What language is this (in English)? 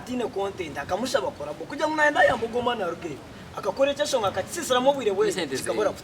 Nyankole